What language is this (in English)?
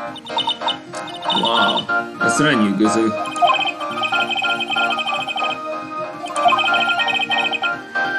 Hungarian